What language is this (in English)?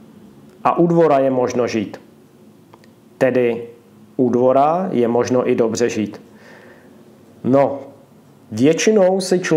Czech